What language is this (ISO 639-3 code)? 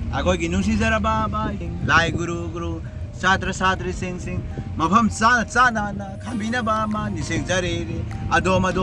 mni